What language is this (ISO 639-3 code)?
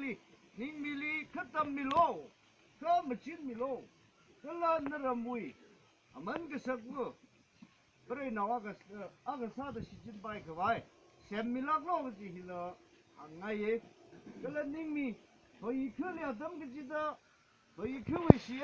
nmf